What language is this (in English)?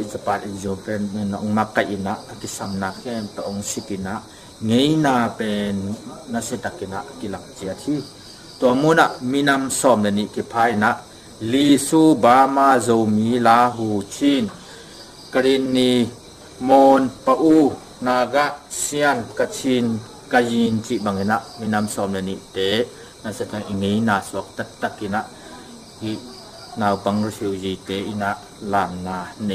Tedim Chin